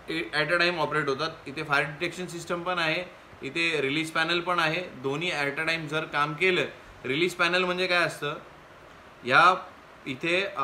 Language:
Marathi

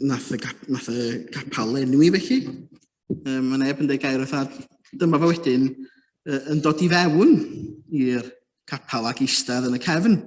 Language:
Welsh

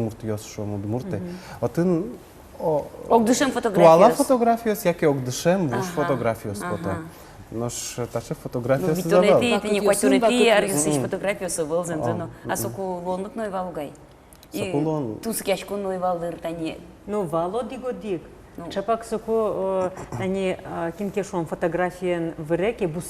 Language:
Udmurt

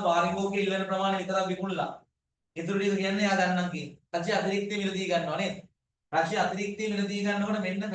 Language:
Sinhala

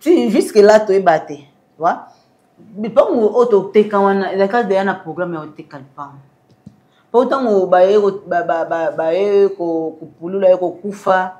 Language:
Lingala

